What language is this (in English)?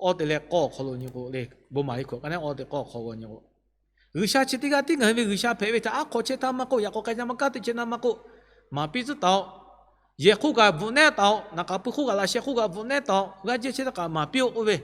Lahu